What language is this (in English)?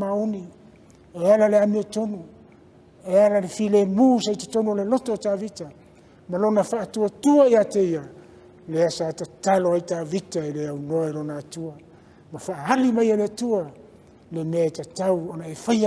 Samoan